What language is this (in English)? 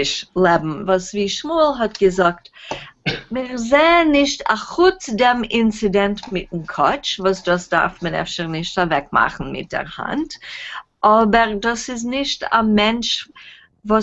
Yiddish